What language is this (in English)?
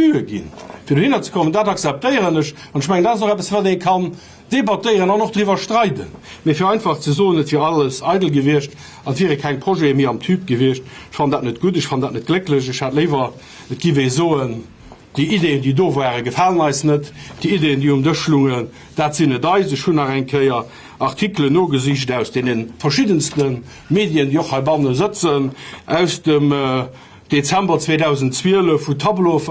Luxembourgish